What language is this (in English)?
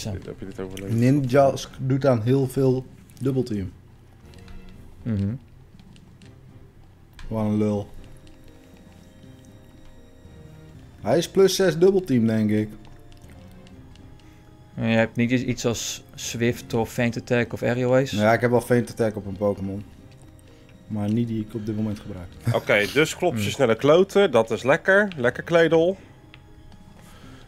Dutch